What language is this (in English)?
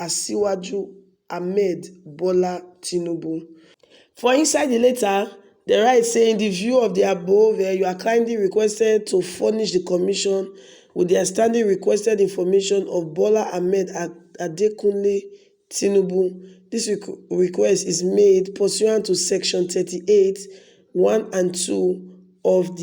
Nigerian Pidgin